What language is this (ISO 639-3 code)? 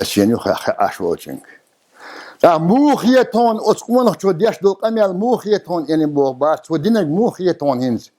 che